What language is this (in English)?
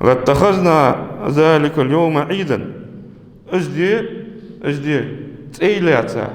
Ingush